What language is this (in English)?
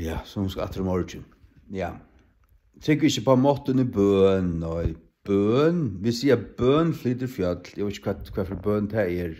Faroese